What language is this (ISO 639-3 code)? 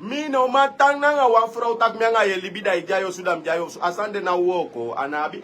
srn